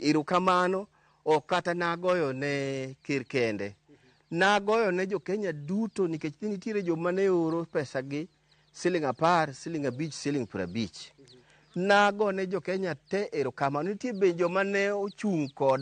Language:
Luo (Kenya and Tanzania)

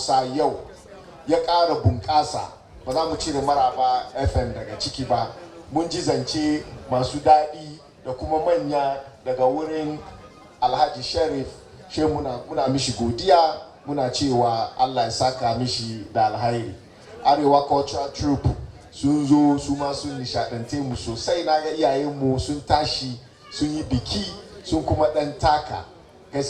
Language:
Hausa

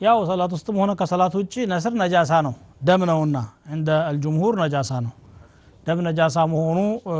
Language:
Amharic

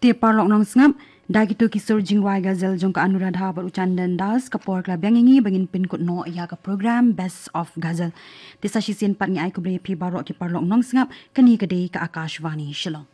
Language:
Khasi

